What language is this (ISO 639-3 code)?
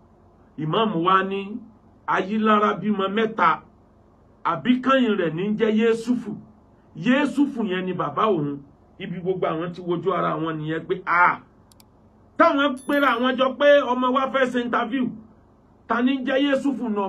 yor